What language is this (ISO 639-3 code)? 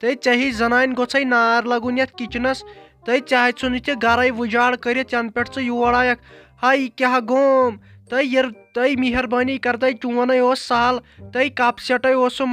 kas